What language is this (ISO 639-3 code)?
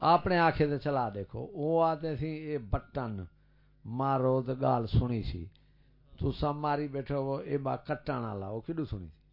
skr